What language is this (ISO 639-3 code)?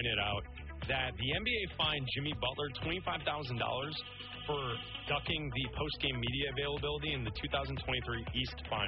eng